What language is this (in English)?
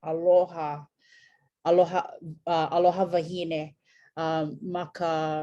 Hawaiian